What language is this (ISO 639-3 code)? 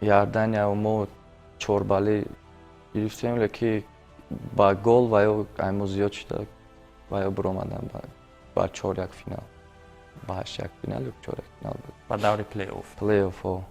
tgk